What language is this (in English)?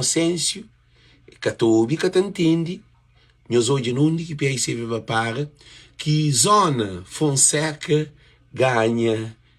Kabuverdianu